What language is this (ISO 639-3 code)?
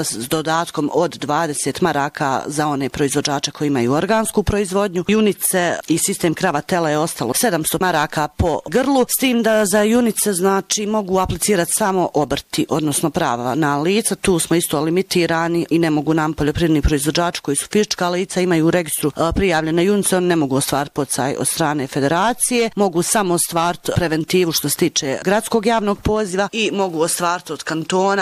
bos